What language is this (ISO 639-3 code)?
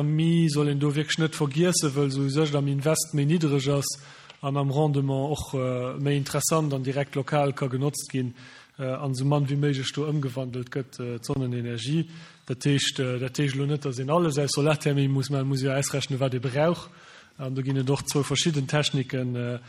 ltz